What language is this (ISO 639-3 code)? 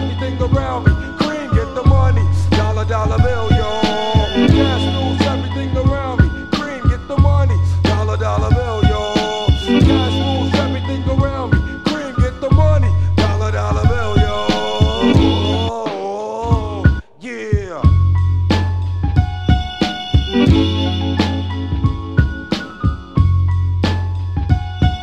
eng